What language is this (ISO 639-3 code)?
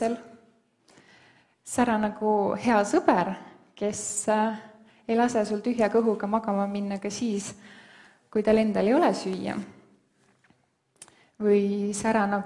est